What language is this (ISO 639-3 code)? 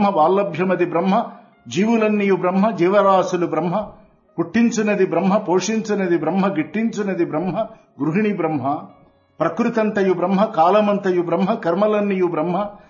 tel